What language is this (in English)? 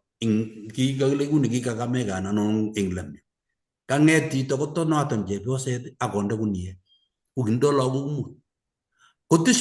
Kalenjin